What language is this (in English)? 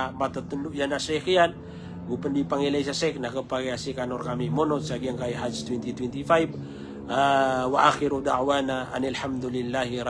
Maranao